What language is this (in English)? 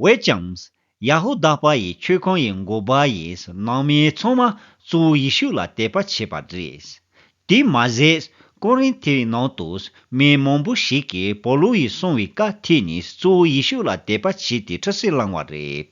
Tibetan